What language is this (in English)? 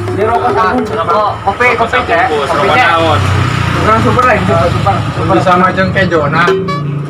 Sundanese